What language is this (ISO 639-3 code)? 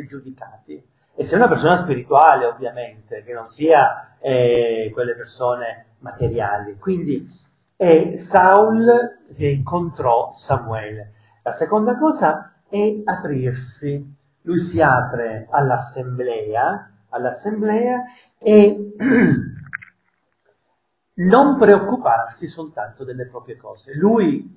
ita